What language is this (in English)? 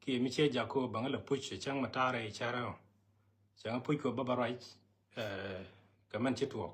Nuer